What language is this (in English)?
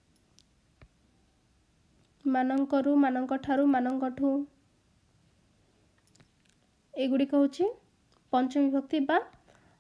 Odia